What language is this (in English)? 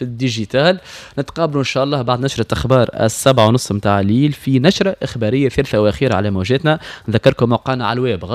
Tunisian Arabic